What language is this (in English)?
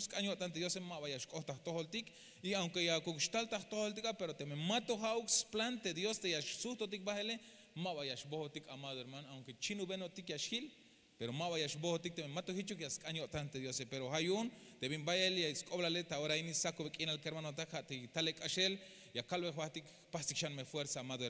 Tzeltal